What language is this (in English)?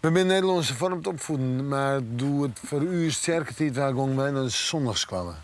Western Frisian